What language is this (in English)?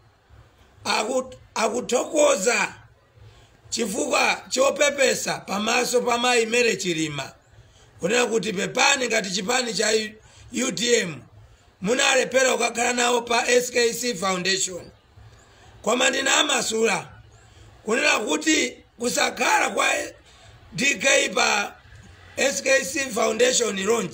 Nyanja